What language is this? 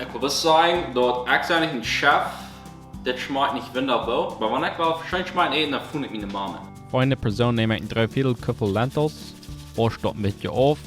Plautdietsch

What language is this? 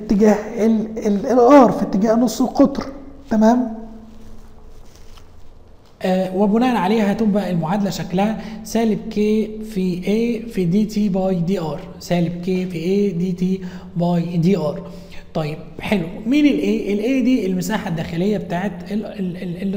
Egyptian Arabic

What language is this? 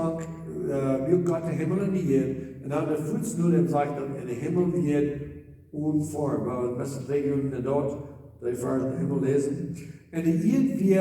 Plautdietsch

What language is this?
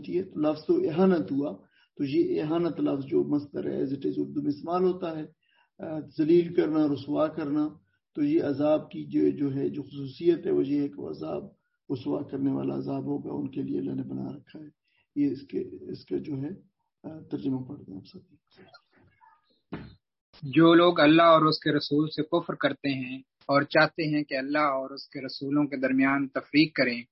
Urdu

